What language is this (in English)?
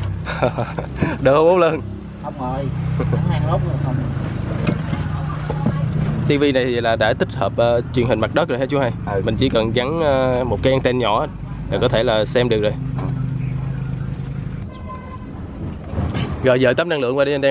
Vietnamese